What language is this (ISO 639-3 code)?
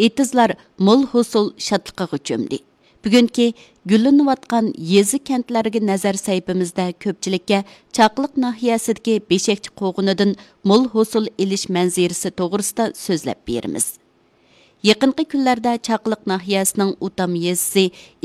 uig